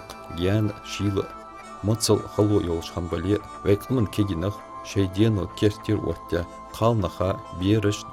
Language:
Ingush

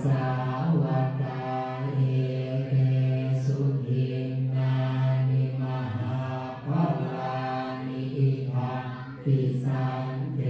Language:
Pali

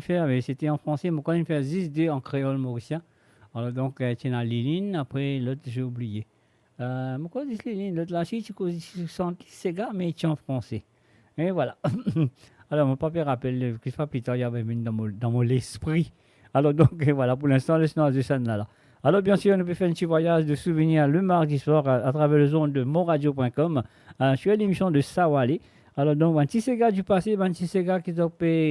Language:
Morisyen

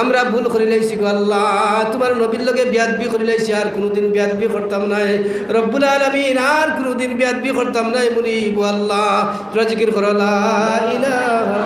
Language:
Sylheti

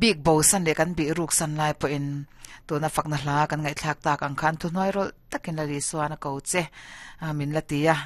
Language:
Mizo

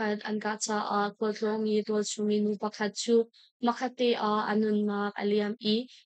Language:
Hakha Chin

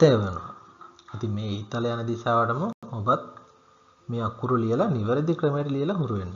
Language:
Sinhala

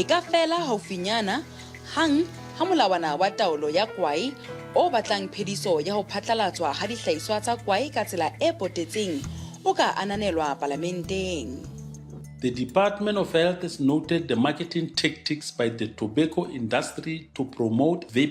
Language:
Southern Sotho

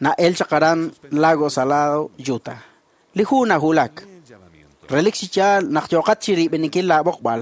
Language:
Kekchí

